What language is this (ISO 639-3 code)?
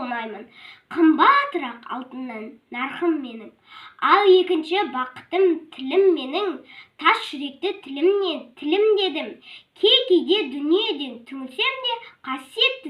kaz